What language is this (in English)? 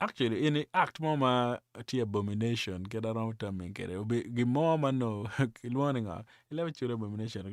Acoli